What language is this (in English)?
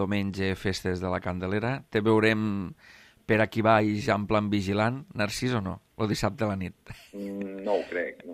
Catalan